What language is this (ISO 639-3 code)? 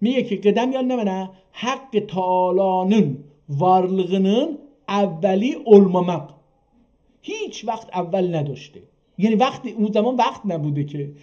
azb